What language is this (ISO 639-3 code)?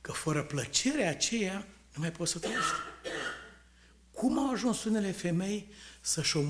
ron